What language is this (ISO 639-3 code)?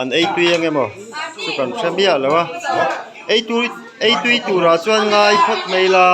lus